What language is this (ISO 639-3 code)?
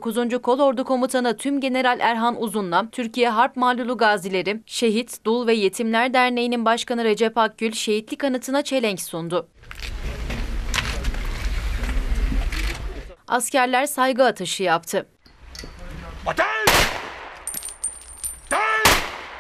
tur